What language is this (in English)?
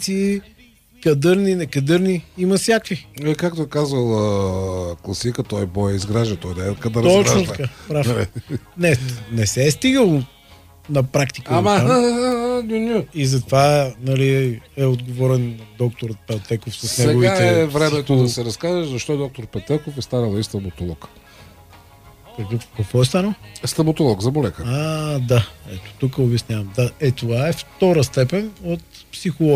Bulgarian